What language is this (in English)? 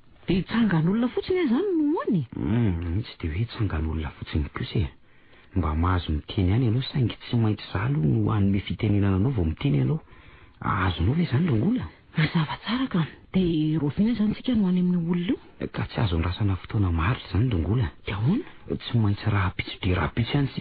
Malagasy